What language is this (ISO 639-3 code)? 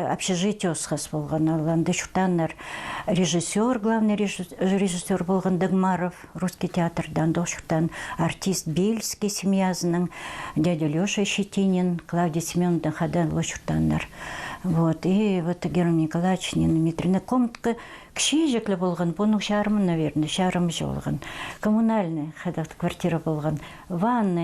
kjh